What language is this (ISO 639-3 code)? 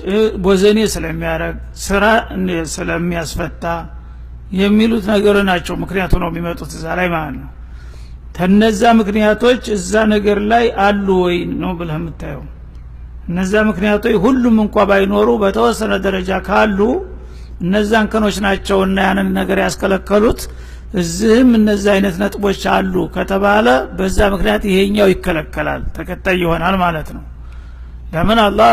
amh